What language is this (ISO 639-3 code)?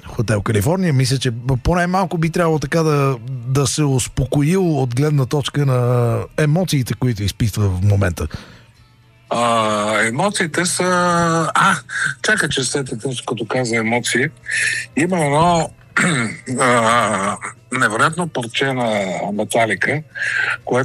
bul